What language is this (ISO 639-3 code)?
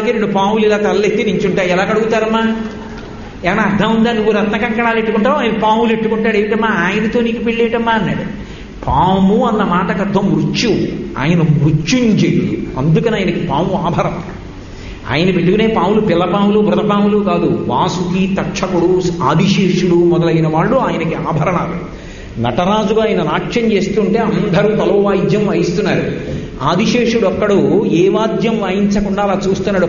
tel